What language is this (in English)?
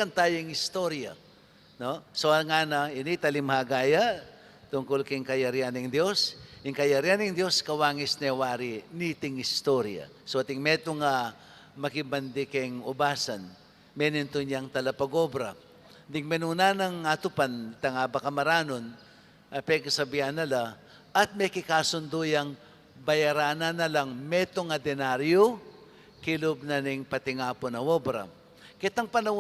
Pampanga